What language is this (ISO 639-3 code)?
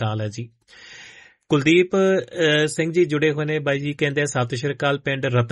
pan